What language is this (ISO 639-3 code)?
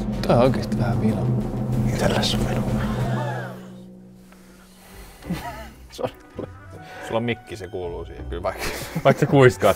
fin